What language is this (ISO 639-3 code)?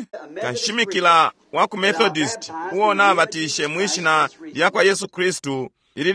bem